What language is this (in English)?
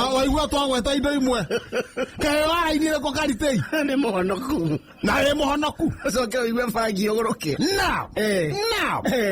Kikuyu